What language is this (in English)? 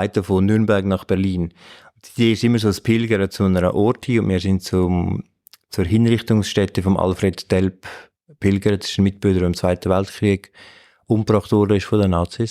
Swiss German